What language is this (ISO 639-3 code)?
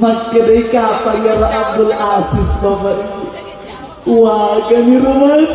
bug